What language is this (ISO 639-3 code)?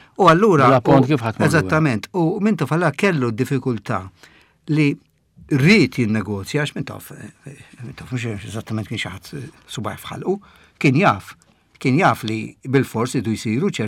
mlt